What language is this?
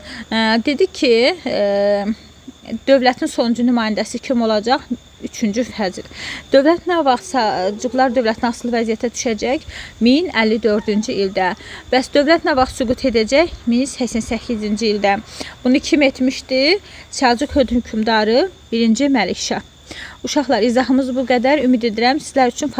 Azerbaijani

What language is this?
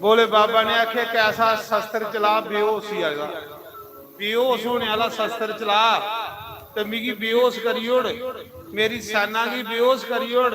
Dogri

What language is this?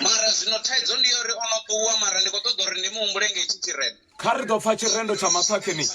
Venda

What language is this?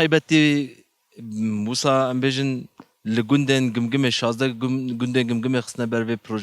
Kurdish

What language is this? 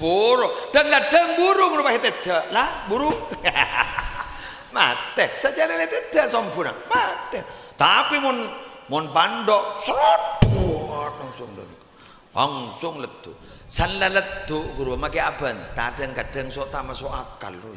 Madurese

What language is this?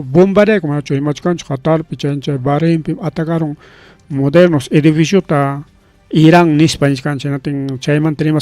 Ayacucho Quechua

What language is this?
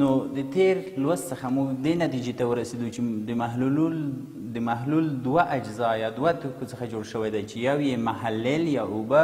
Pashto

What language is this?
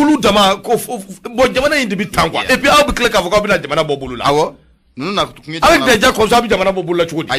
Bambara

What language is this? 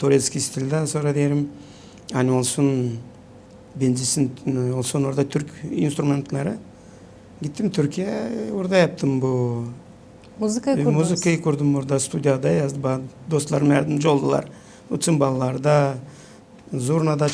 Gagauz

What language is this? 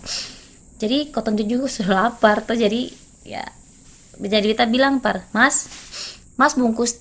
Ambonese Malay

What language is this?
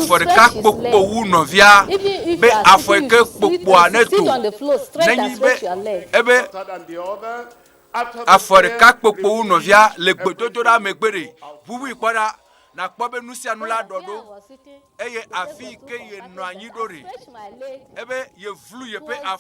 Ewe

